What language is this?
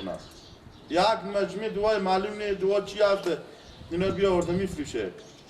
Persian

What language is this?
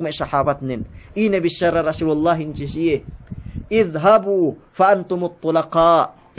Yakan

